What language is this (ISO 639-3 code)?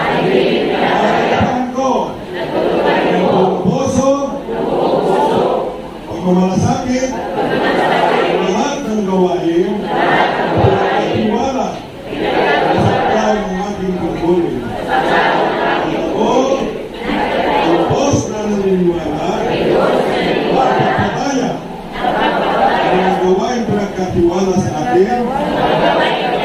fil